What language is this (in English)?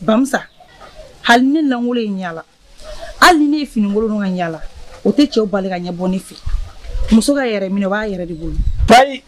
Bambara